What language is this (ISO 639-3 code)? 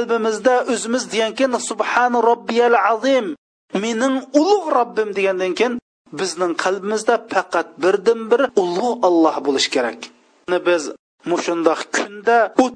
uig